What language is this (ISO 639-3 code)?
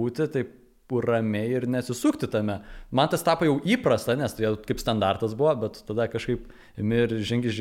lit